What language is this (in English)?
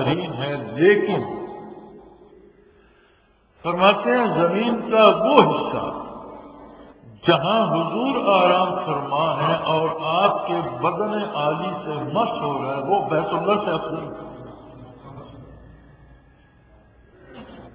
Urdu